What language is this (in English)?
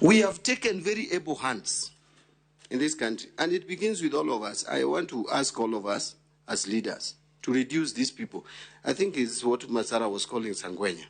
Luo (Kenya and Tanzania)